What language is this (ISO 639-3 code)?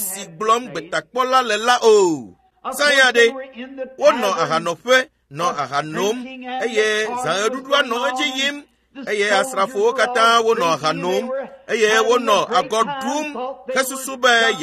ewe